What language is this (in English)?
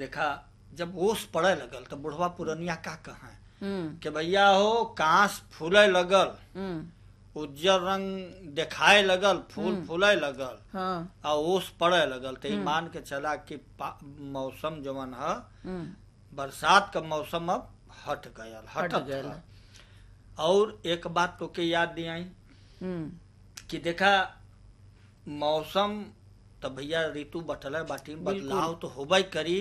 Bhojpuri